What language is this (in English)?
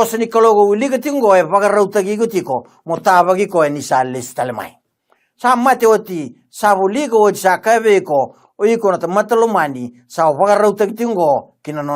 Fijian